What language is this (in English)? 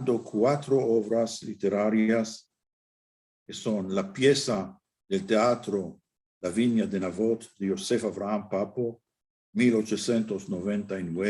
Ladino